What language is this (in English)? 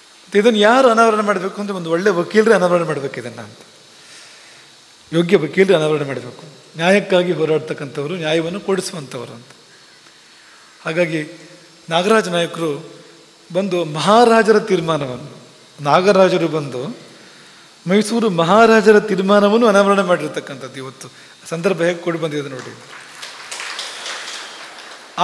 Kannada